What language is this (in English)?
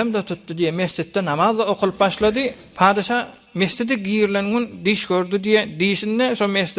Turkmen